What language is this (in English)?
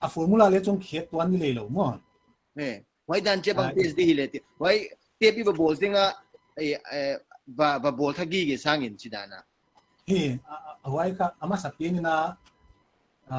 Paite Chin